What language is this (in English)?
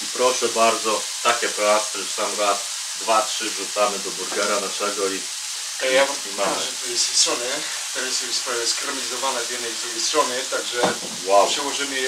Polish